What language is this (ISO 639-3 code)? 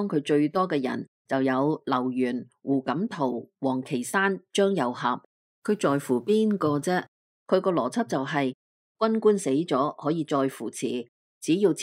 yue